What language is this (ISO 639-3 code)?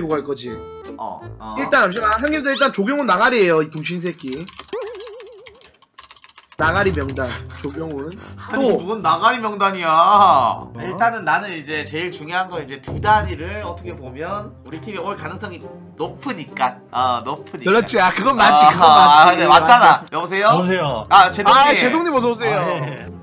kor